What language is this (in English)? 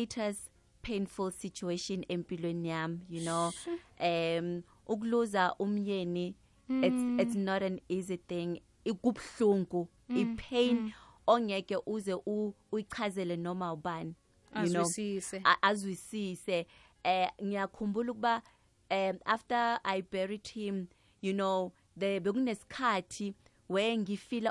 South Ndebele